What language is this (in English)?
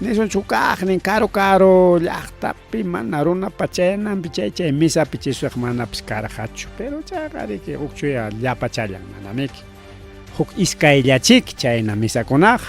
Ayacucho Quechua